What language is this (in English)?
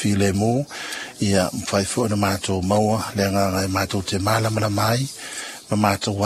Samoan